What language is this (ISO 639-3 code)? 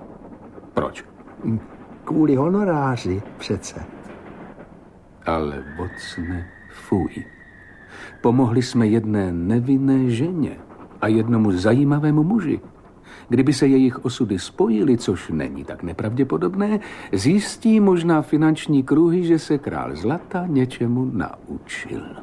ces